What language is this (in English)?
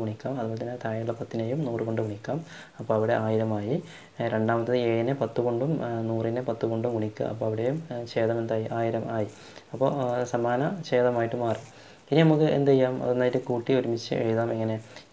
Malayalam